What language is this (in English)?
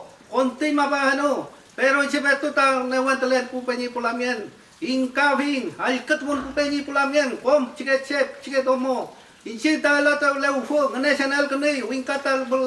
Mapuche